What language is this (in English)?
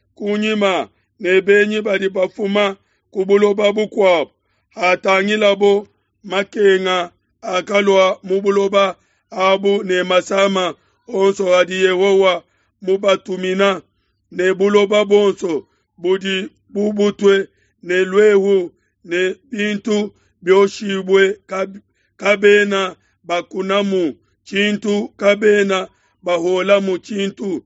Luba-Lulua